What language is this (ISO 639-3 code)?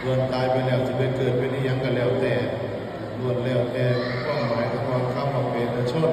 tts